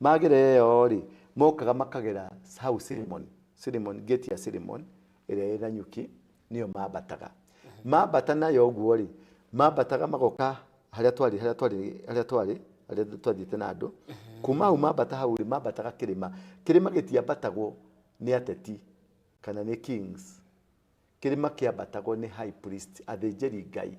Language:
Kikuyu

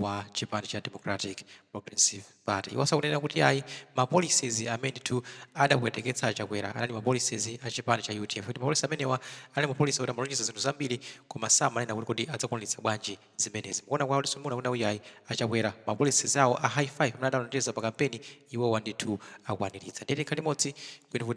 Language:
Nyanja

